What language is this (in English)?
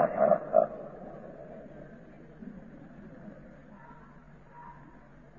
Gujarati